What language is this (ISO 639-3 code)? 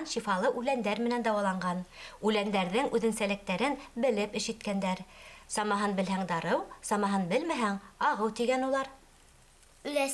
bak